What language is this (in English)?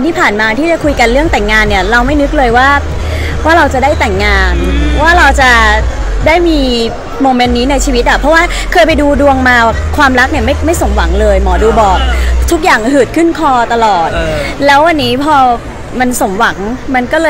Thai